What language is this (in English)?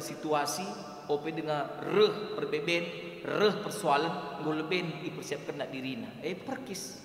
Batak Karo